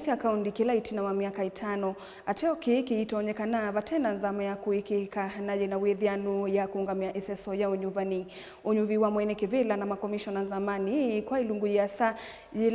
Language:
Kamba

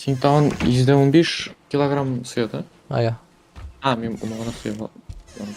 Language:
Tatar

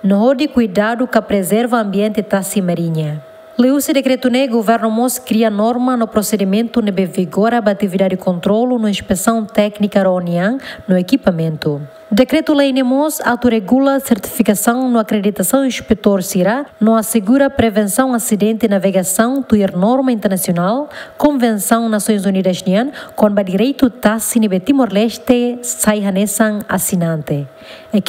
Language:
Tetum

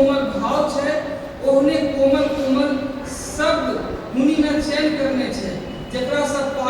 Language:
Angika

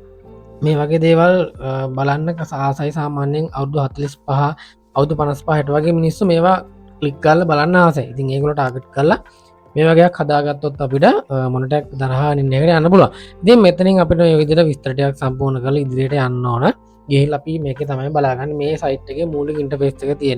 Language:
Sinhala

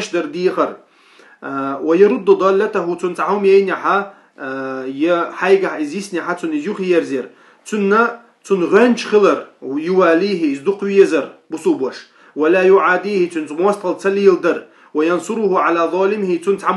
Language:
Chechen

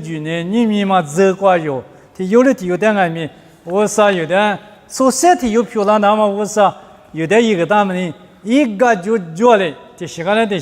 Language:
Lisu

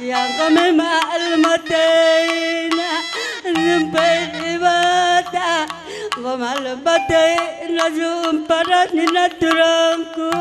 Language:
Batak Karo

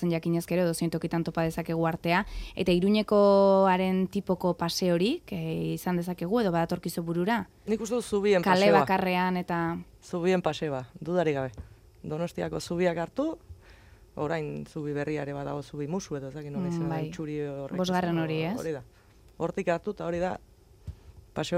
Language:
Basque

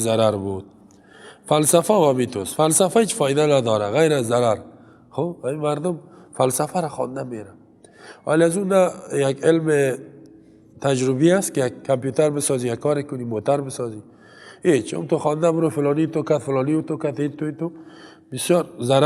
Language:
Persian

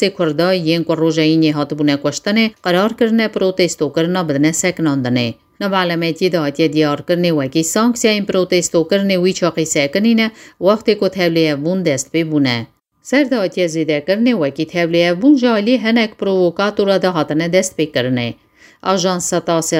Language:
Kurdish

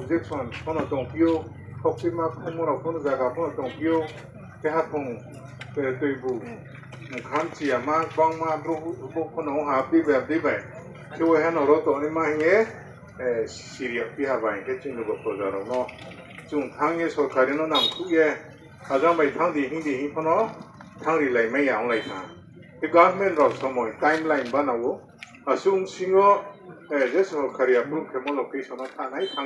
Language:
Riang (India)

